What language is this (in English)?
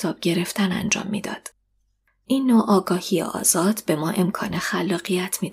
Persian